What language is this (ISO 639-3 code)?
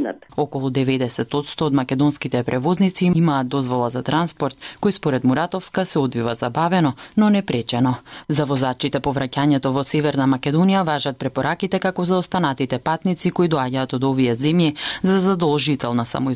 mkd